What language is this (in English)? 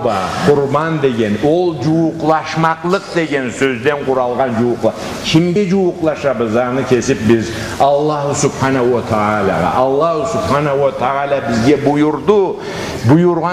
Karachay-Balkar